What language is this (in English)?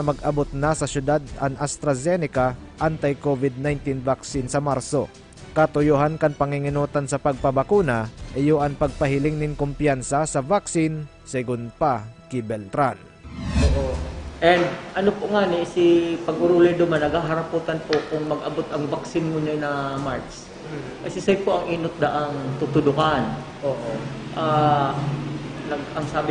Bikol